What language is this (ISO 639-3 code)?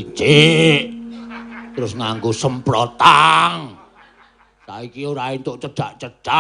jav